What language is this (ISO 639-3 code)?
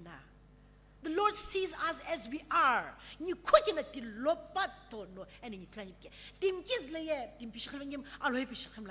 nsm